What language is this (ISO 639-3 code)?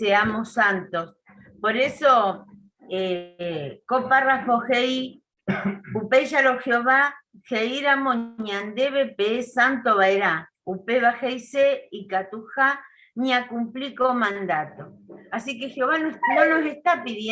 grn